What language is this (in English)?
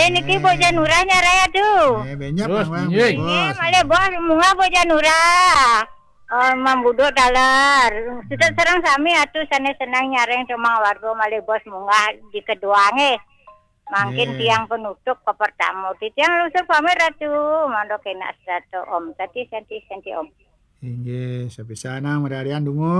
Balinese